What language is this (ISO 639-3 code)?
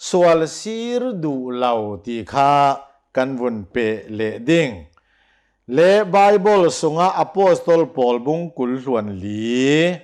cnh